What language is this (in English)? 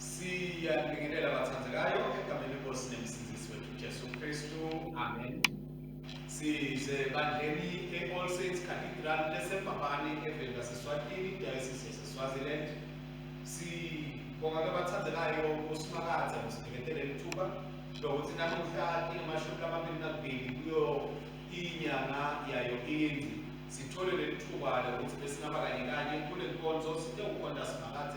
Swati